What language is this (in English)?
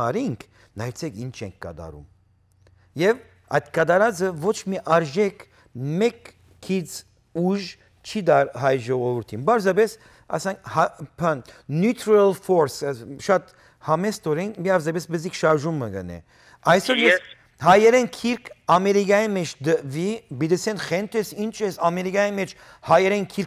Western Armenian